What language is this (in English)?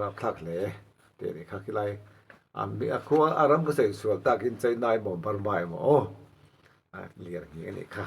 Mizo